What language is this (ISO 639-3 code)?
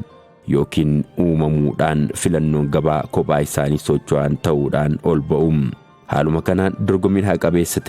orm